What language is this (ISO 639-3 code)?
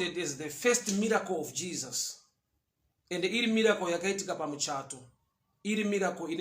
sna